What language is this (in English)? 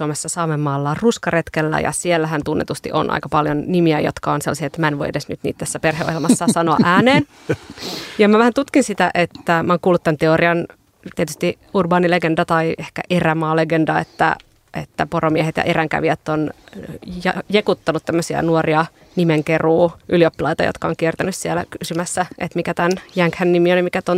Finnish